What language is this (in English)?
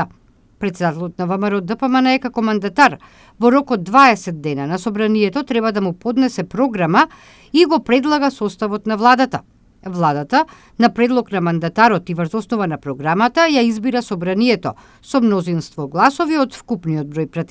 Macedonian